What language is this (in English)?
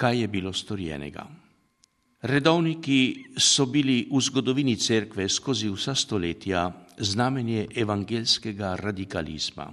Slovenian